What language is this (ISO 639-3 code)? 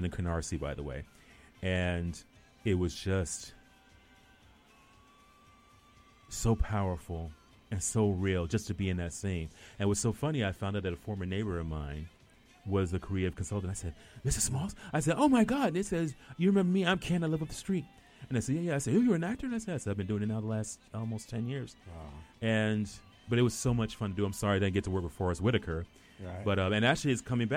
eng